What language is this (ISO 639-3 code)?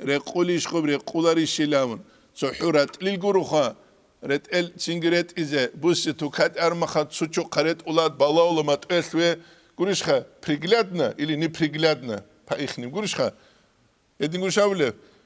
ava